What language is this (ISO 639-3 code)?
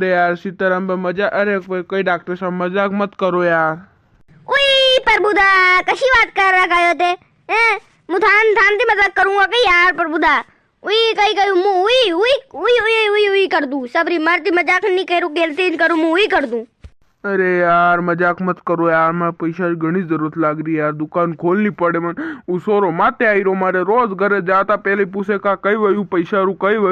raj